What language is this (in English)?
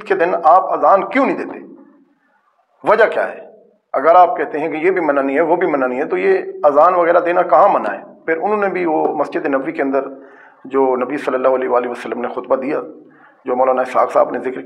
Urdu